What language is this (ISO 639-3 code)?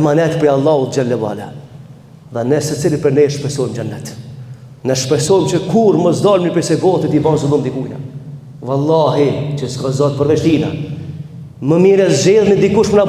sqi